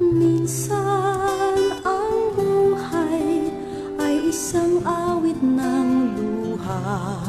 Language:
Hiligaynon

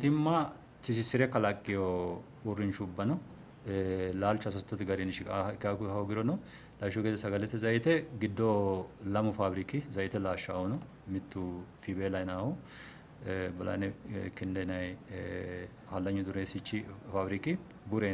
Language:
Sidamo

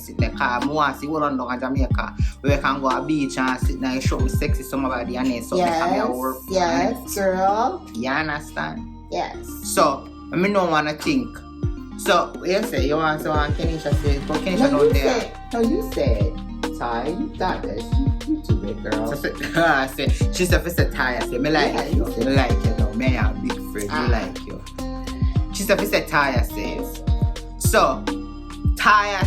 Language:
Jamaican Creole English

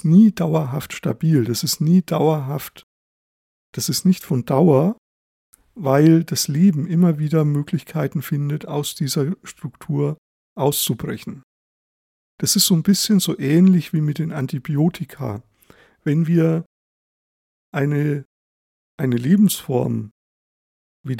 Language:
German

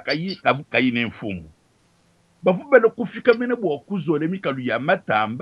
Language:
Luba-Lulua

